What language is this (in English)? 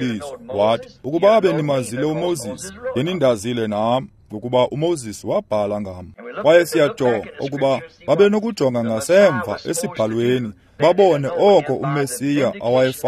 Xhosa